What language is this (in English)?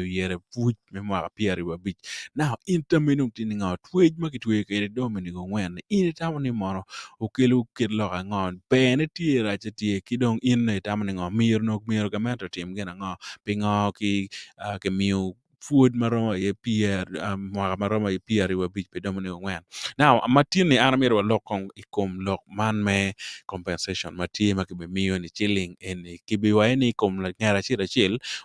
Acoli